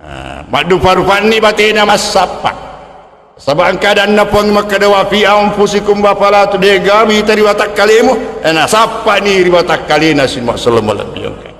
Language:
Buginese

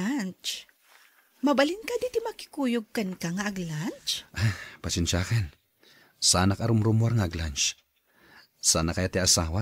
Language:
Iloko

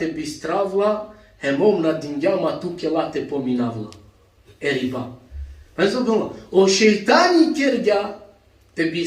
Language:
Balkan Romani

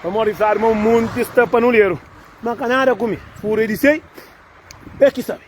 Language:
Kabuverdianu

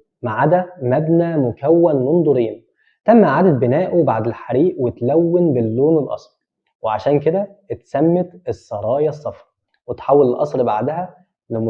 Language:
Egyptian Arabic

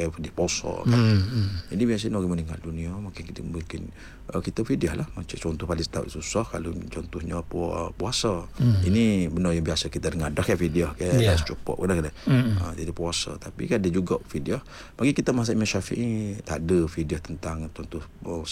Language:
Malay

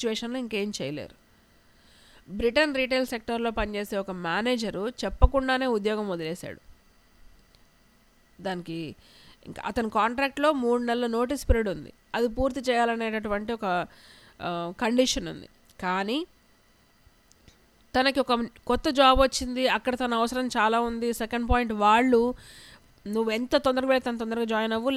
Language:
Telugu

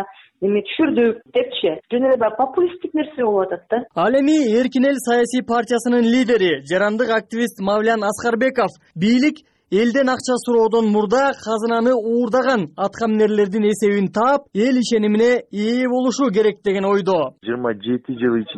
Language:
Kyrgyz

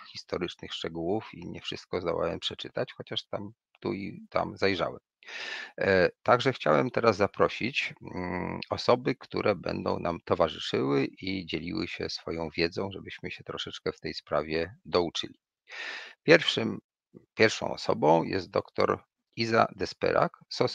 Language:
Polish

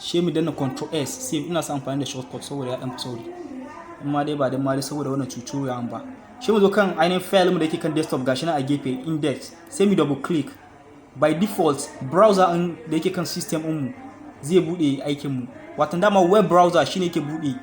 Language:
Hausa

